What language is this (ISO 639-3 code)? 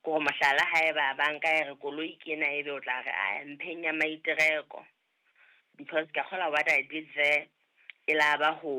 sot